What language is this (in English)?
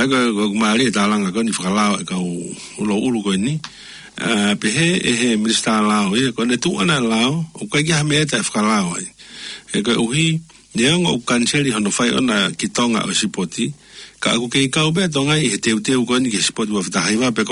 Tongan